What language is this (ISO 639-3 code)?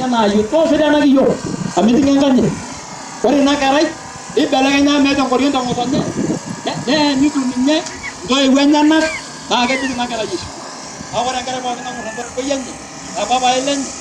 mas